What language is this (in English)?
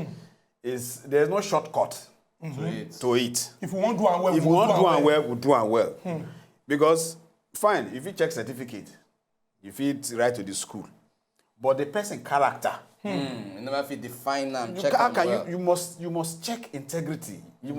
Nigerian Pidgin